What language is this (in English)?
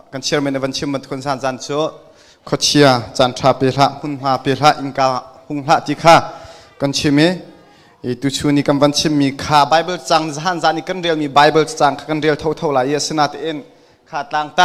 Hakha Chin